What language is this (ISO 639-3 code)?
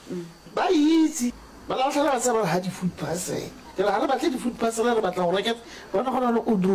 nso